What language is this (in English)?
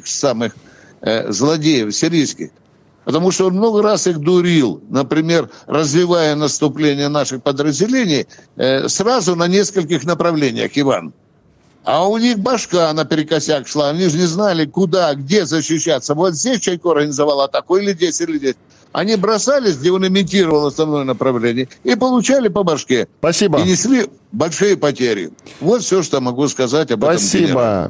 Russian